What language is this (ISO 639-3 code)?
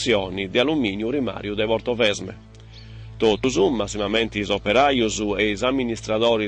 srd